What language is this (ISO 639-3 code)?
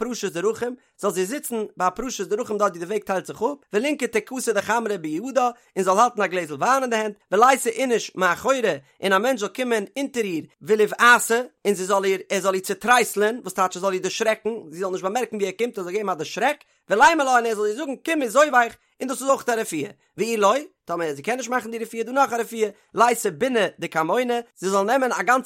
yid